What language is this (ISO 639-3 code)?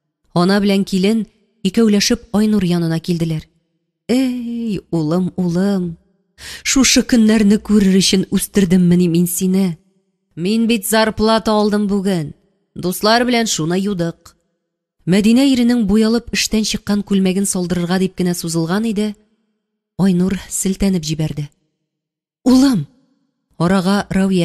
tat